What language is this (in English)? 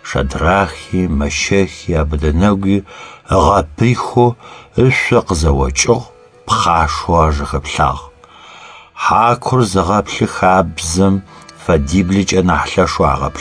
Adyghe